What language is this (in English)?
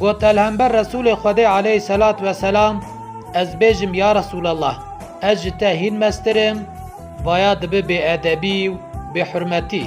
Kurdish